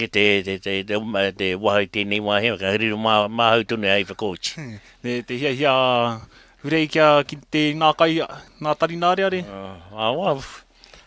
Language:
Māori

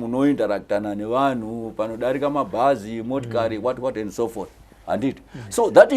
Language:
Shona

